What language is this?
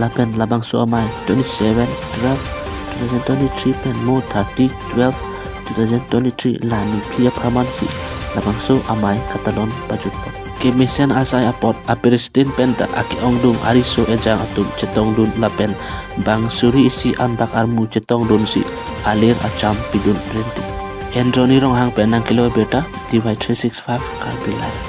Karbi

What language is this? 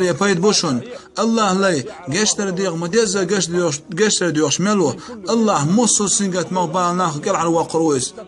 Chechen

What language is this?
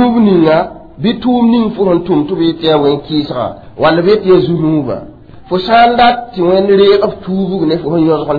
Mossi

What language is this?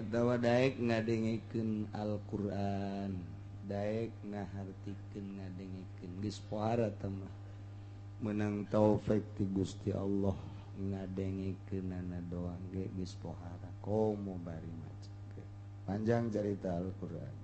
Sundanese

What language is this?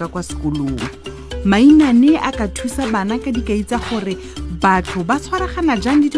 Tswana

